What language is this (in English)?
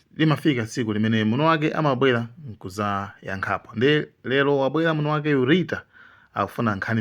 Nyanja